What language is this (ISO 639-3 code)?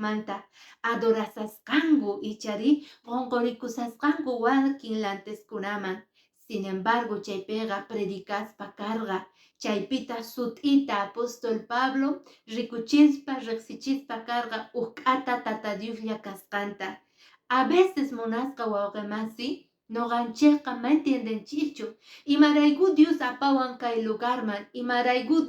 que